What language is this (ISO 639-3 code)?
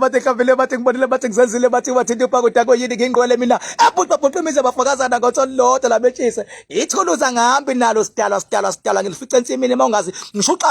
zul